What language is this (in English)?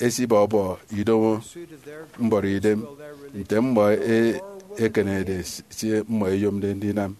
Efik